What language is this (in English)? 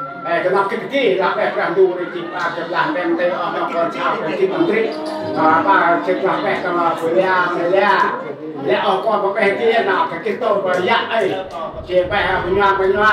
Central Mnong